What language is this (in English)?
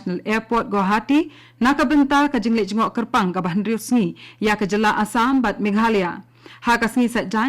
Khasi